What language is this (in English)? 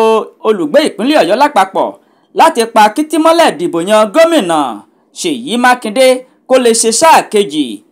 Yoruba